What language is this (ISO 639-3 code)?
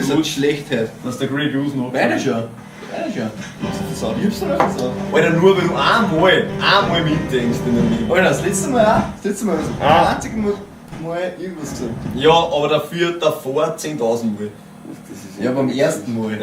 bar